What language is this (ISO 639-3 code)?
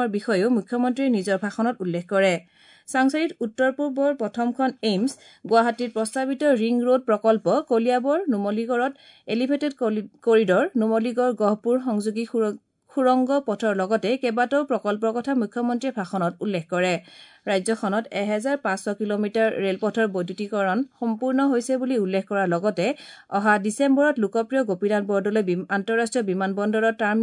asm